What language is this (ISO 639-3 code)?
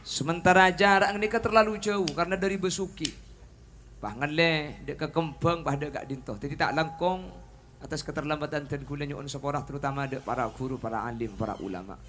mad